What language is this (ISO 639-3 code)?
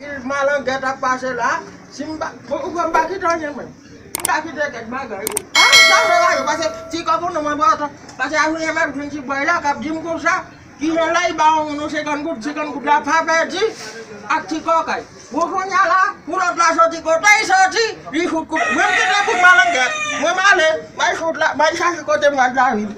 hat